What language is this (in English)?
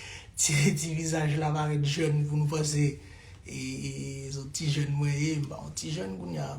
Haitian Creole